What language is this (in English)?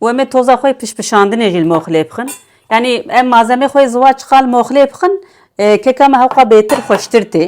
Kurdish